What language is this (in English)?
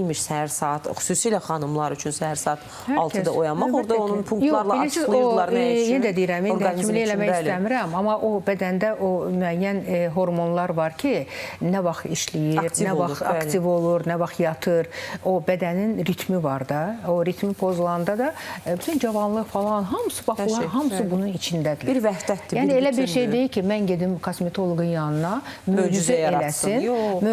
Azerbaijani